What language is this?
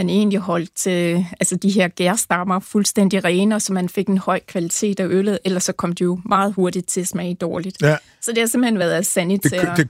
Danish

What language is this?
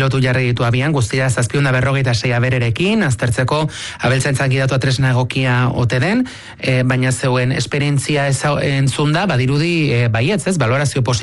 Basque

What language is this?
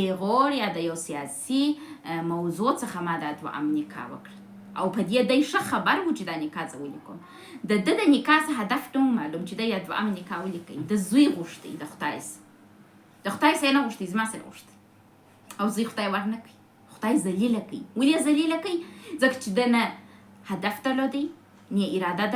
Pashto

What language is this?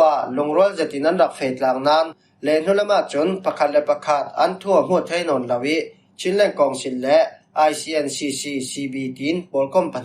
Falam Chin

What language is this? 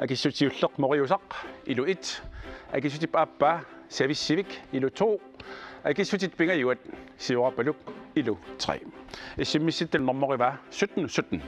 Kalaallisut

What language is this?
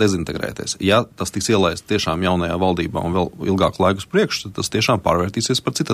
Latvian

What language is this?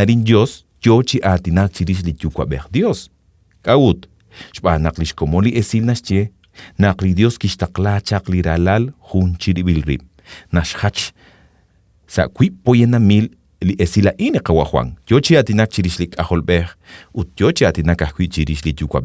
Kekchí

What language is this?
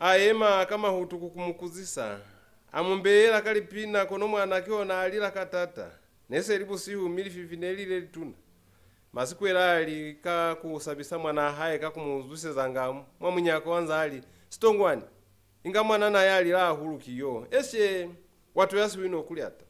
Lozi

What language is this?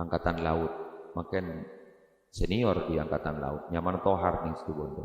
Madurese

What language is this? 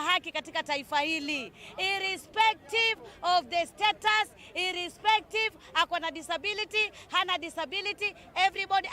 Kamba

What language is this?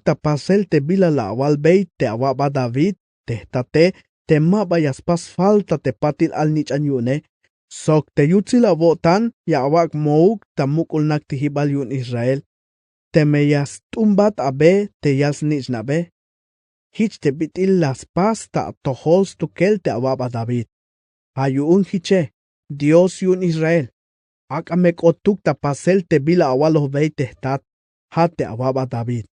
Tzeltal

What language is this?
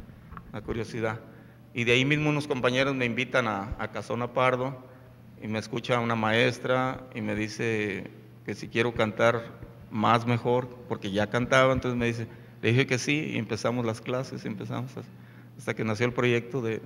Spanish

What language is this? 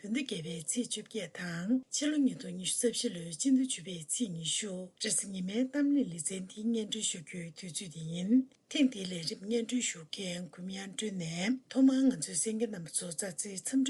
Tibetan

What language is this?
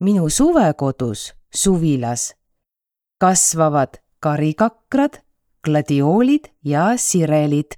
Estonian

